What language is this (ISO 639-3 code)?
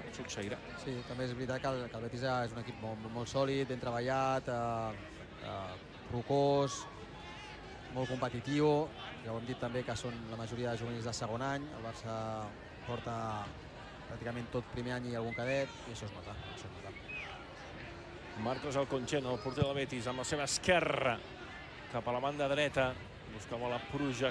cat